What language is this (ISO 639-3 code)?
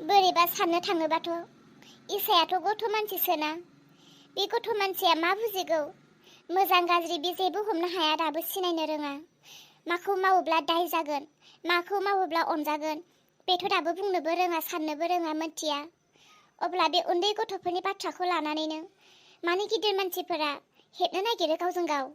brx